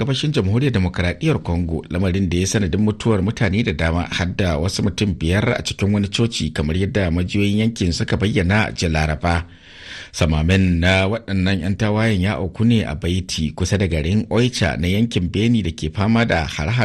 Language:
Hausa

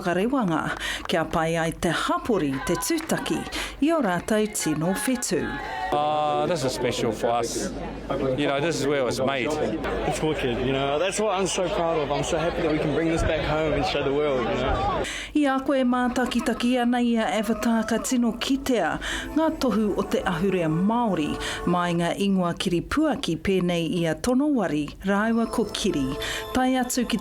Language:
Māori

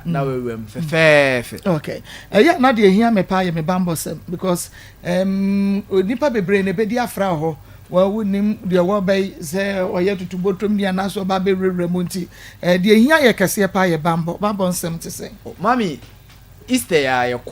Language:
Akan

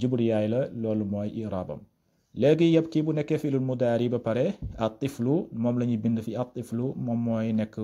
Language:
Wolof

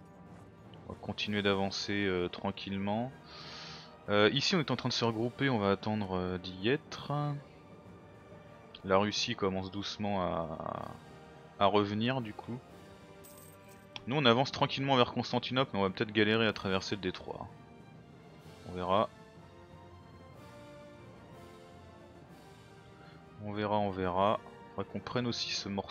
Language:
French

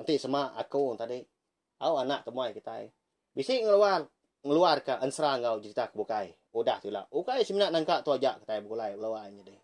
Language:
Iban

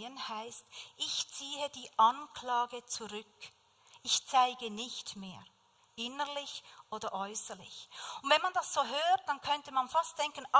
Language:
Swiss German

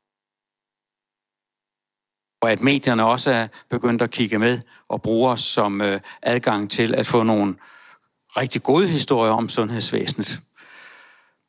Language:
Danish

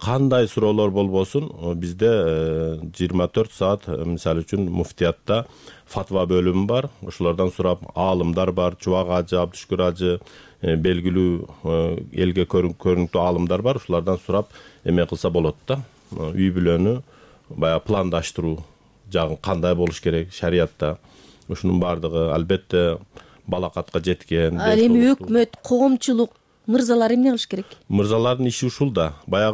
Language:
Kyrgyz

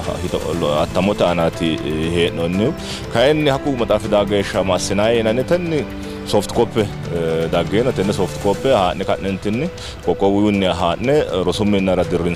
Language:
Sidamo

